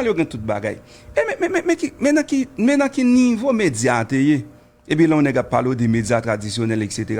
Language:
Haitian Creole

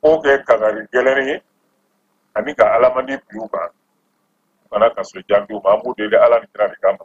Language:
Bambara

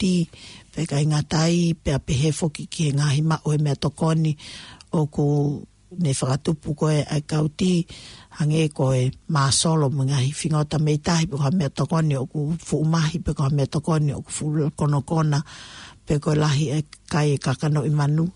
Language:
Tongan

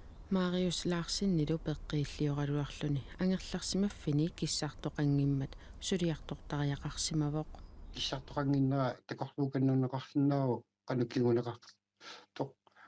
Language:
Kalaallisut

